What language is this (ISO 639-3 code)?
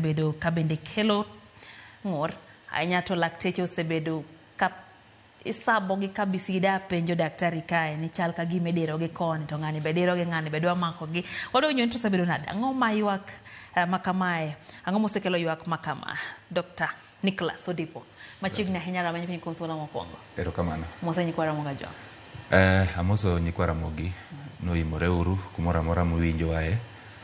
luo